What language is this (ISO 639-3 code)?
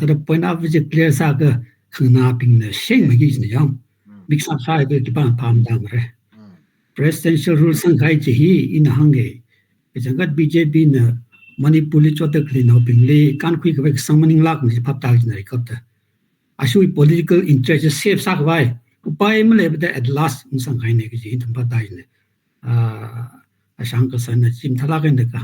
nmf